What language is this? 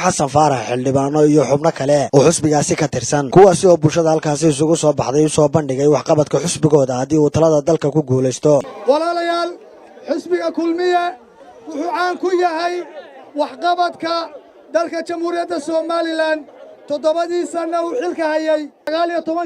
Somali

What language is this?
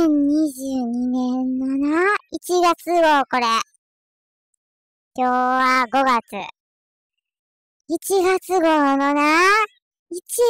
Japanese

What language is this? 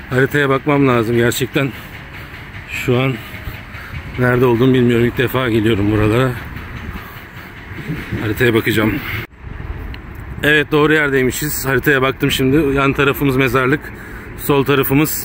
Turkish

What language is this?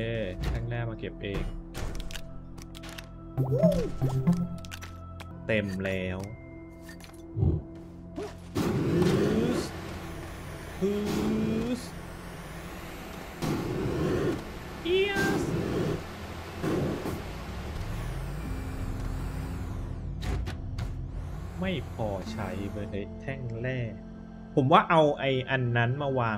Thai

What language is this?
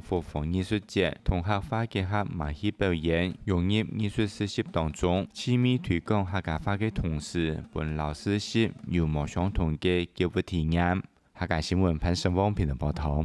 Hakka Chinese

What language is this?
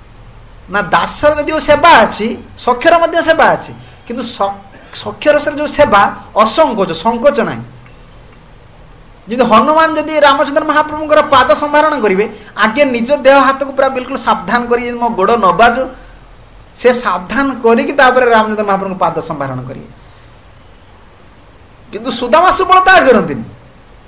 Odia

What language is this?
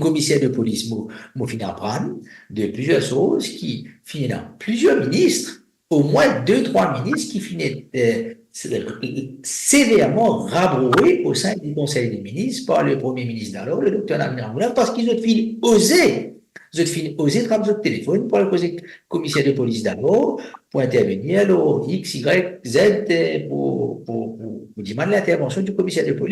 Morisyen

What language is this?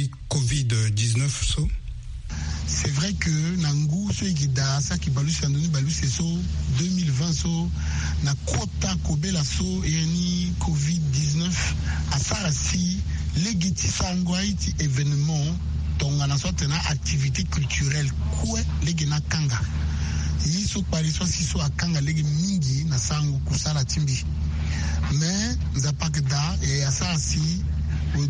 Sango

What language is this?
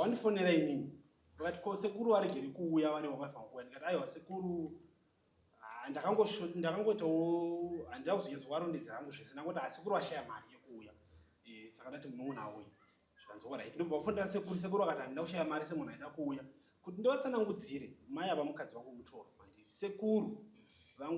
Shona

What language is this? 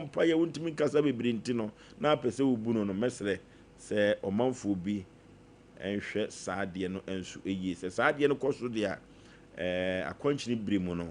Akan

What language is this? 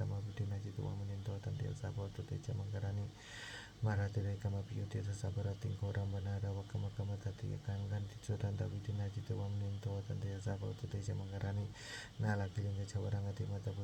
Pali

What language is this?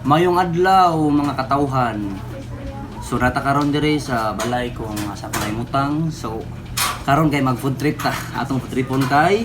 Cebuano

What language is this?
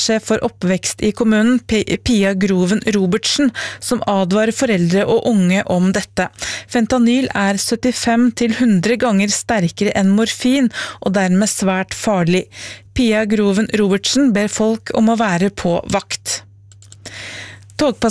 Norwegian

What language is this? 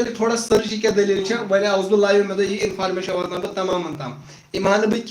Kashmiri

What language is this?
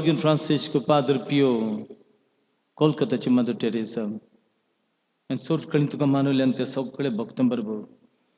Konkani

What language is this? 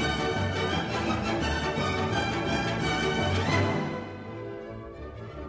Greek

